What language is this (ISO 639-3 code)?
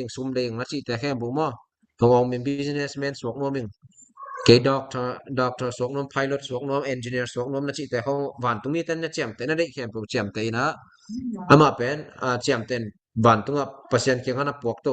ctd